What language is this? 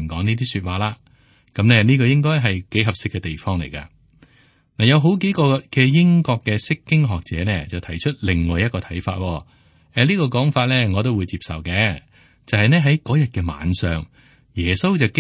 Cantonese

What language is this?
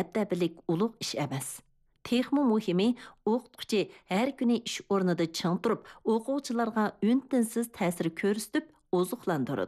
Uyghur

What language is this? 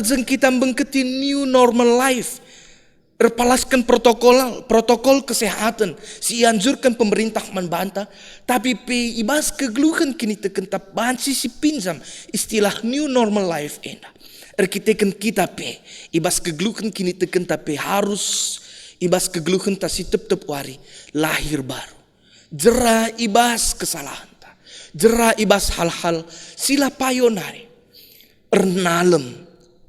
Batak Karo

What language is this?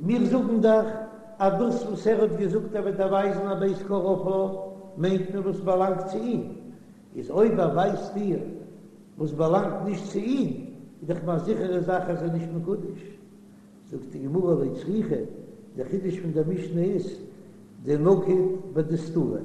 Yiddish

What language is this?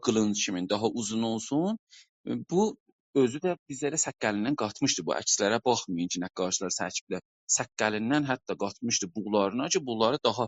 South Azerbaijani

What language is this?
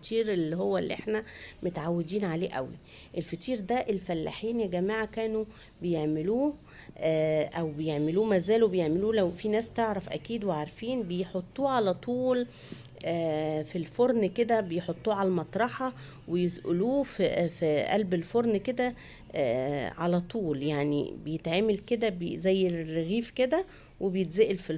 Egyptian Arabic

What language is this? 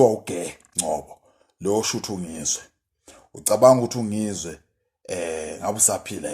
Zulu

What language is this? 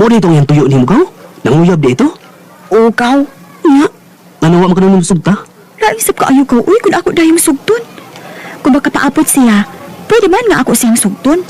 Cebuano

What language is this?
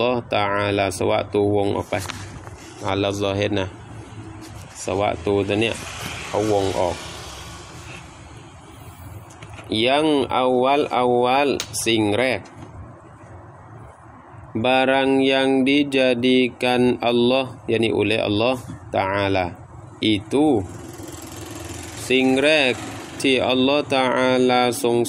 Thai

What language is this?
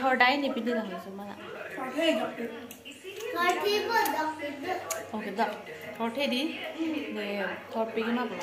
Karbi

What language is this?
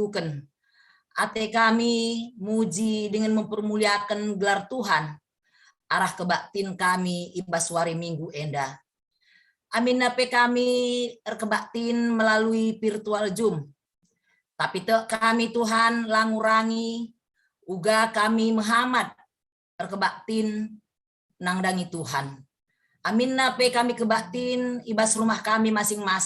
Batak Karo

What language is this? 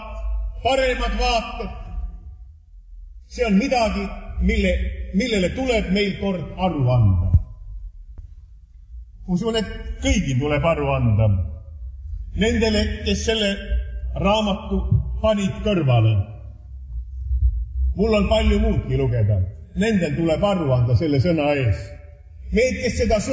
Estonian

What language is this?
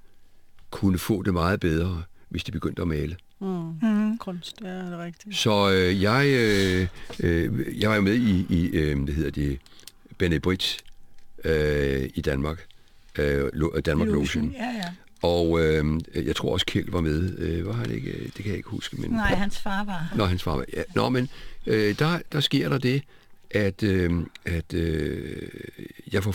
Danish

